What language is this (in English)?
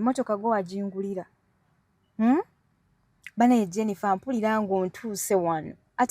Ganda